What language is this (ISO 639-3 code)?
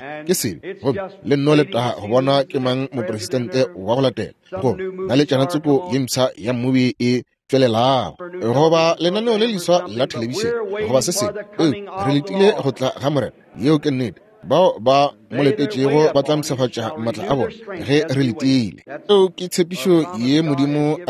nso